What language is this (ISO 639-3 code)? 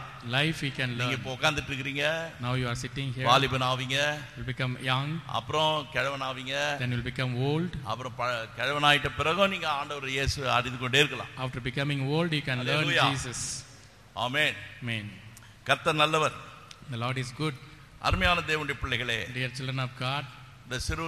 tam